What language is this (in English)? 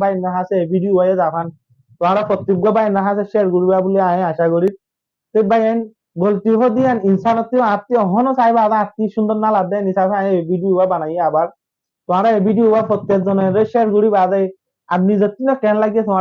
Rohingya